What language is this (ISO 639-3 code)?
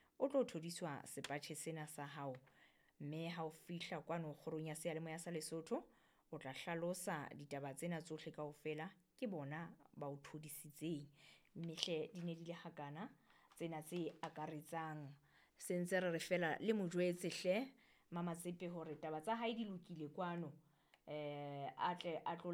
sot